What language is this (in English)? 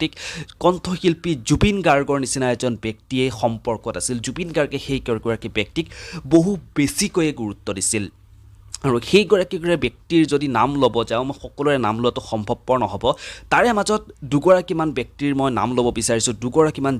Assamese